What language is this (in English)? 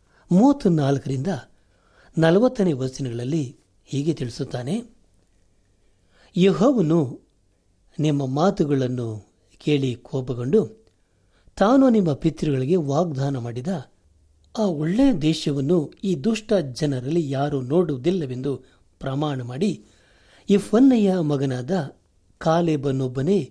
Kannada